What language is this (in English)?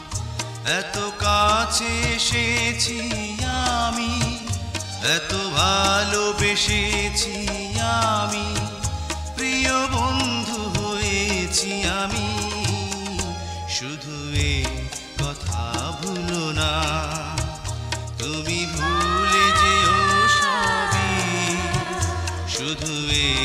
Bangla